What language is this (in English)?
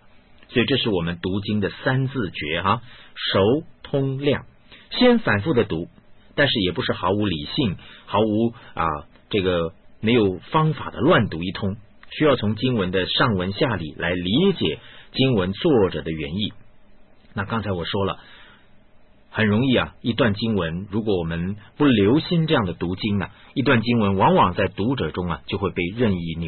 Chinese